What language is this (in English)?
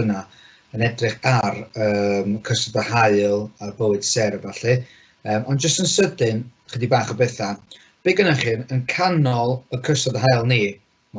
Welsh